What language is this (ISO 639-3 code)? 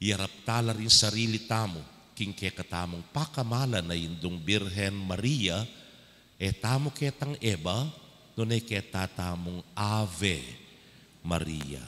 pam